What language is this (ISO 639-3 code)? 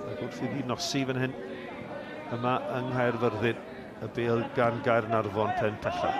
cym